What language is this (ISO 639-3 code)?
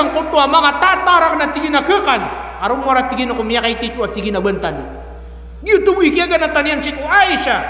mrw